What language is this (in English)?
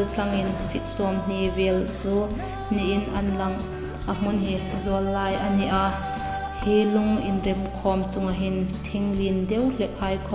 Hmar